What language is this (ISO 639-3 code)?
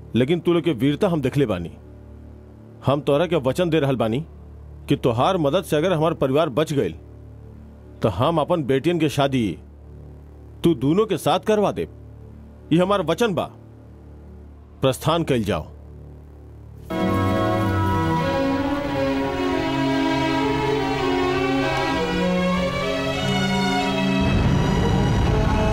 bho